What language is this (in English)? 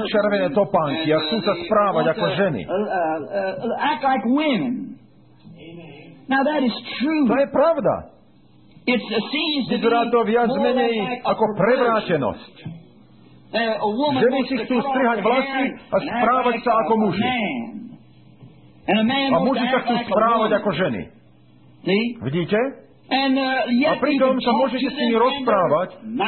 Slovak